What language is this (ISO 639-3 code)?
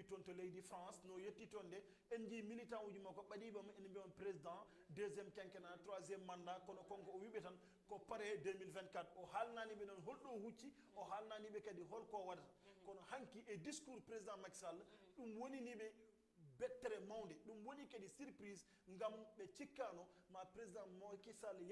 ful